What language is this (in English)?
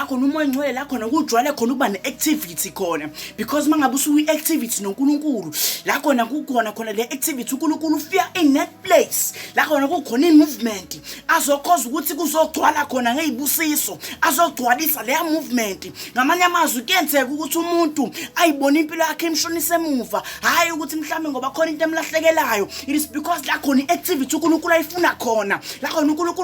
Zulu